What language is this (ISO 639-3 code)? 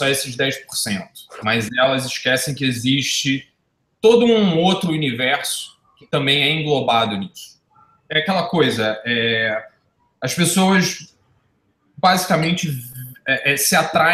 por